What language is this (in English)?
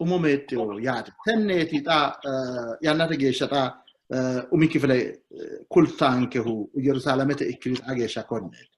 Sidamo